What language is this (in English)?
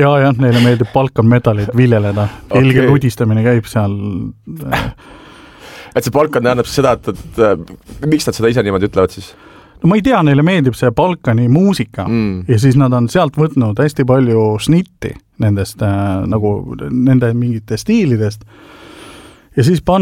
Estonian